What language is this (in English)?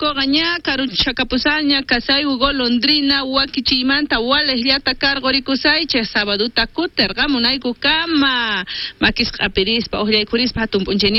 South Bolivian Quechua